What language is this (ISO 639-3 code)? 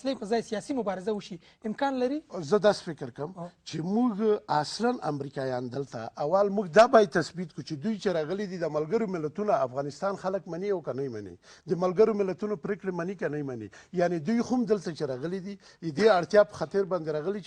pus